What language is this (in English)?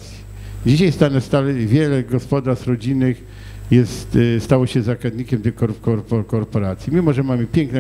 Polish